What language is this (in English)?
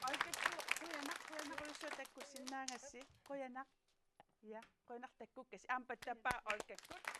Kalaallisut